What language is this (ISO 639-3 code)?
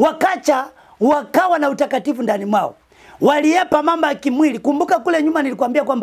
swa